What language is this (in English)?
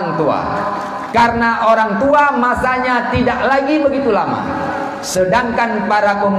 Achinese